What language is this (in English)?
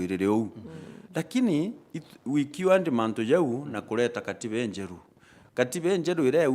Meru